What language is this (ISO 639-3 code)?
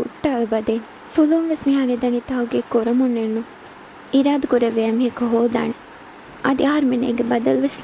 div